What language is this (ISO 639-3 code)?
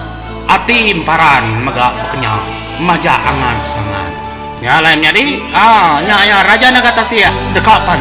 iba